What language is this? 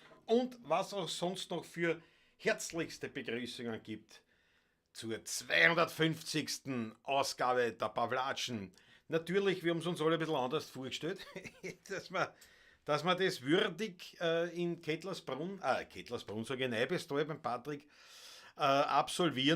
Bavarian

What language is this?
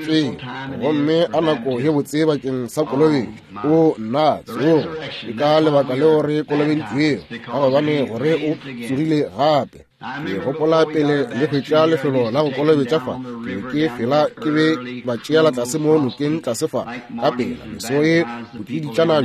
Northern Sotho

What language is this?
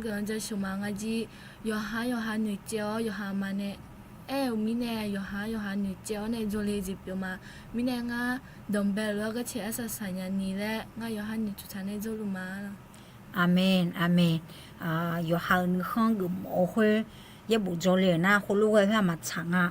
Akha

